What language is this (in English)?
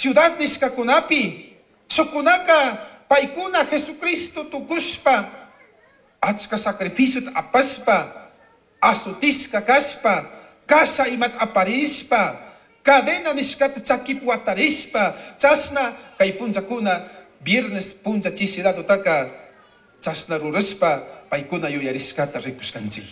Chimborazo Highland Quichua